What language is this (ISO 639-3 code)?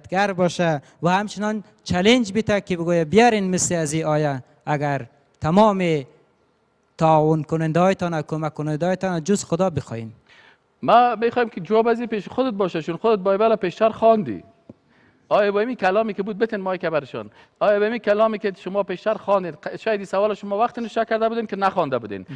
fas